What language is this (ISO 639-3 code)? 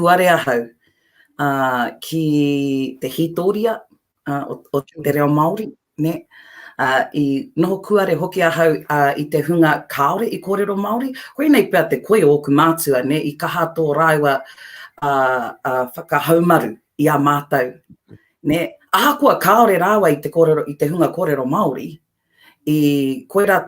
mri